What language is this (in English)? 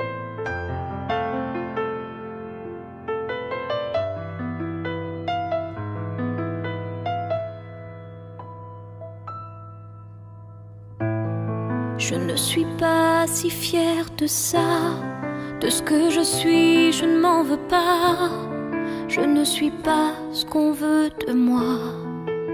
French